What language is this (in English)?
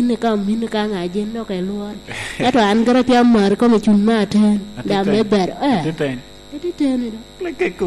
Lango (Uganda)